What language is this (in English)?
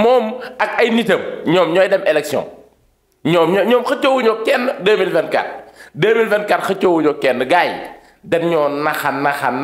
Wolof